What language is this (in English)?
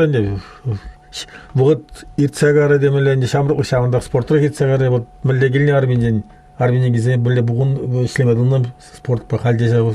Chuvash